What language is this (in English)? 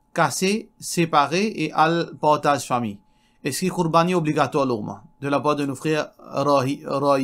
Morisyen